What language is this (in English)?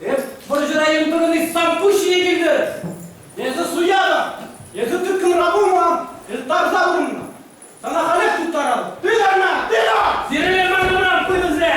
Chuvash